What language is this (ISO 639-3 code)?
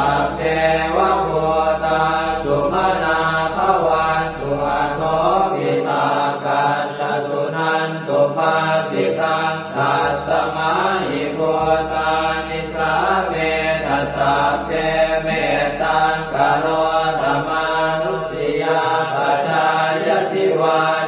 pli